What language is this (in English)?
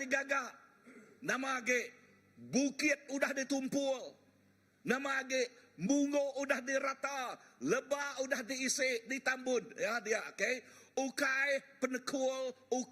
Iban